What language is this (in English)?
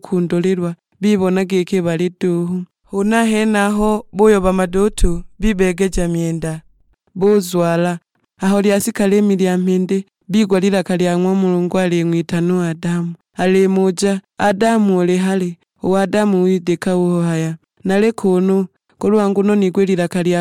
Sukuma